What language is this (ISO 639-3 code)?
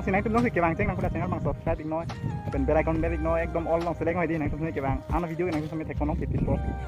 mjw